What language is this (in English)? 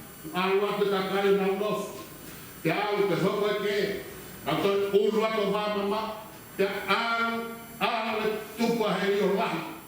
Tongan